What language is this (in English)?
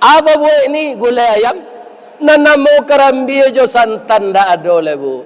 Minangkabau